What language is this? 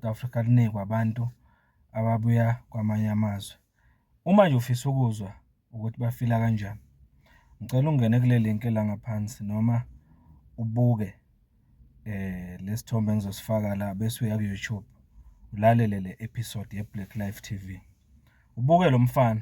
Zulu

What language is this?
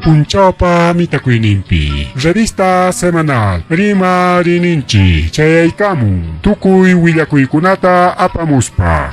Ayacucho Quechua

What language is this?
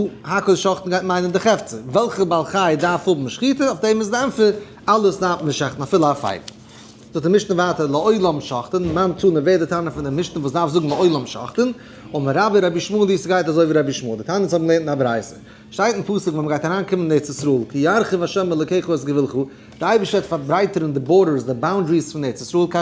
Yiddish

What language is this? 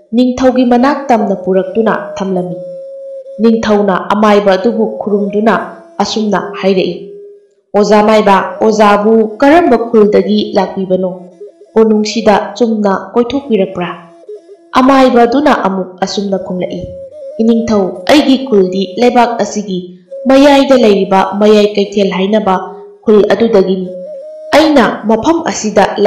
Manipuri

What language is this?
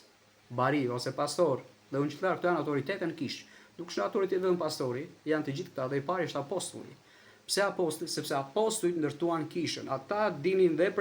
Albanian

